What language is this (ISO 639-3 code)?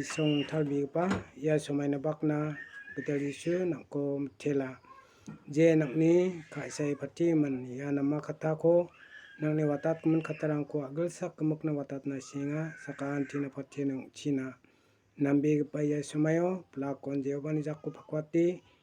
grt